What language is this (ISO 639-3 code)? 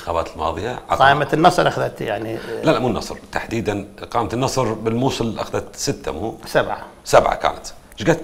acm